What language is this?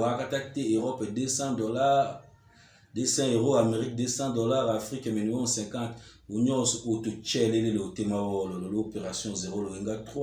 Tetela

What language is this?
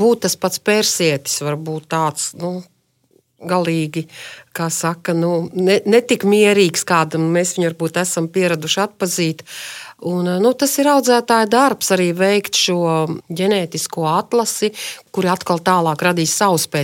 Latvian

